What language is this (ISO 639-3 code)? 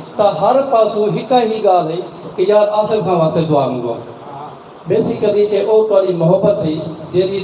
skr